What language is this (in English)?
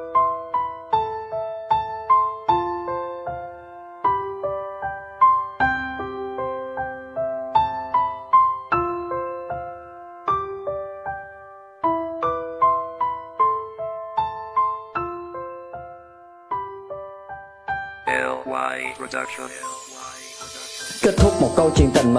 Vietnamese